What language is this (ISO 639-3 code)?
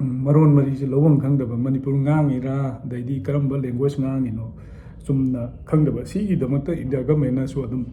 mni